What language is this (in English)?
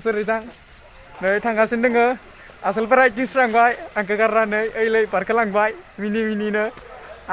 Bodo